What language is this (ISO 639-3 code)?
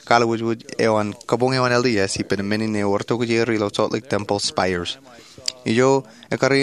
mah